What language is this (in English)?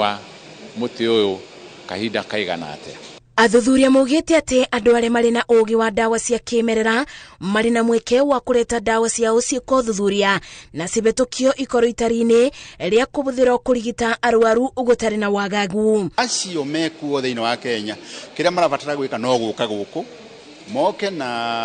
Kikuyu